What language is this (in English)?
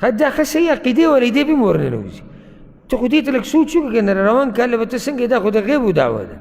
Pashto